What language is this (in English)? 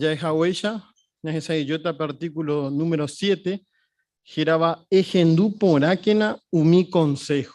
Guarani